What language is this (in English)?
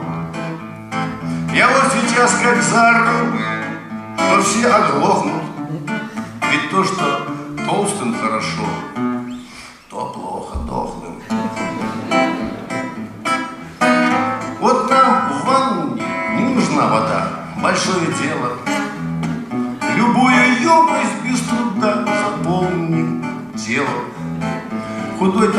Russian